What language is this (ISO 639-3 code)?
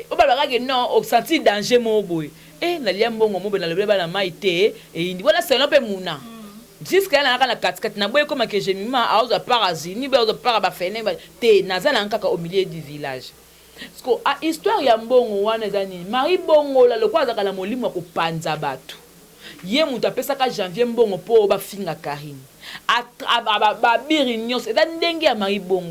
lin